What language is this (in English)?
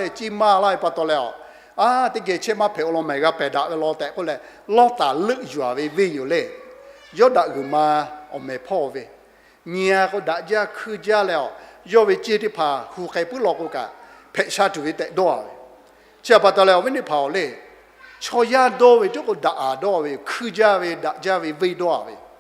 Lahu